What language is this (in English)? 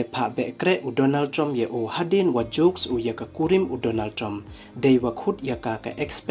Pnar